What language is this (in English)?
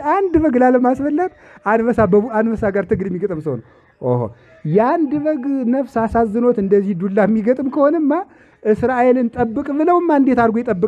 Amharic